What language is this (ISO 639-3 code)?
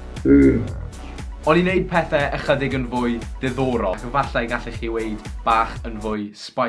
cym